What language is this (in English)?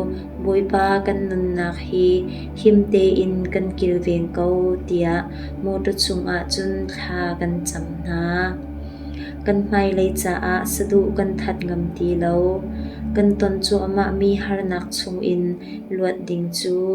Hakha Chin